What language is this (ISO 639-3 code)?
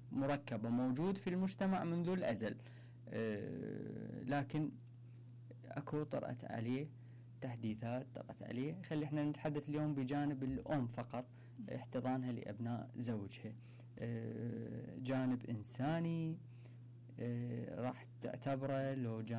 acm